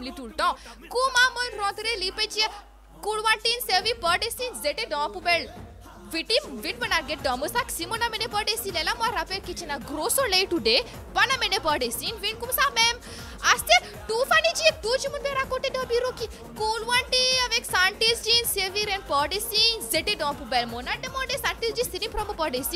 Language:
Morisyen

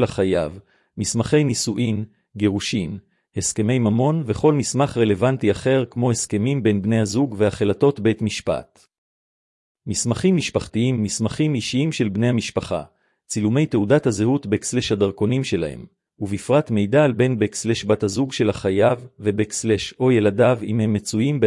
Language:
Hebrew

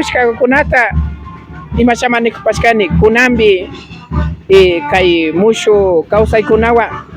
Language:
Imbabura Highland Quichua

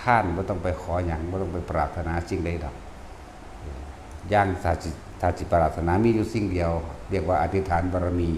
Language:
Lao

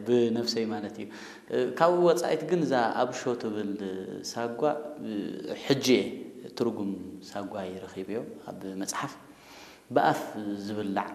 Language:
Tigrinya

